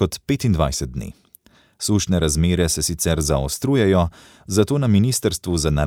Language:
Slovenian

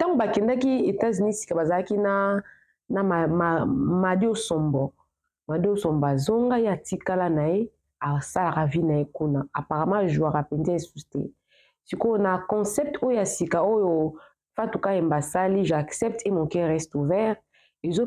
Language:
Lingala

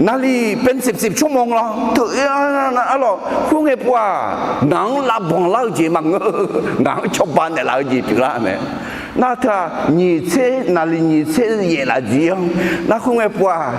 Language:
Akha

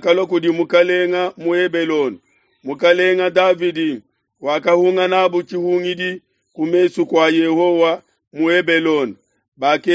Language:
Luba-Lulua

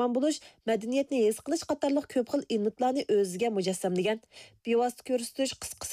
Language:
Uyghur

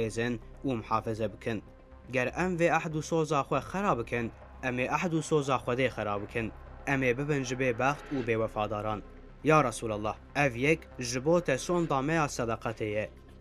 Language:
Kurdish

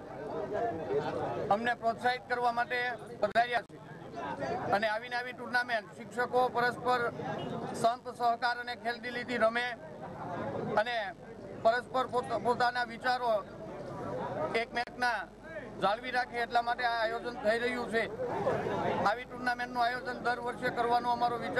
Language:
Gujarati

